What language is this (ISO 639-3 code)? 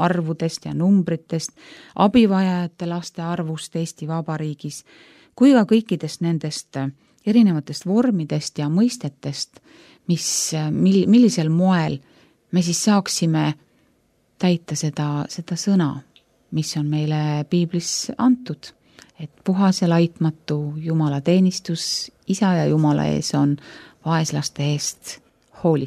est